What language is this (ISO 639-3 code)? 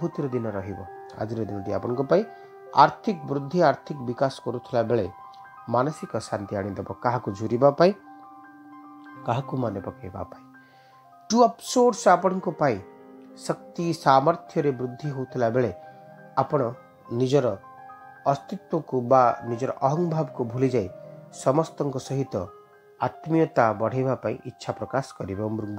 ori